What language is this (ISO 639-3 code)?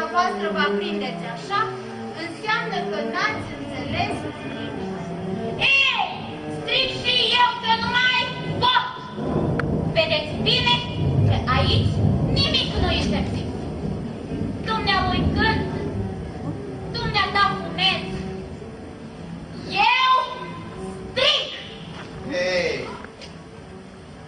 ron